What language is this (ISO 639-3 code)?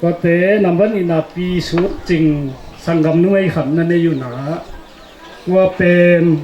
ctd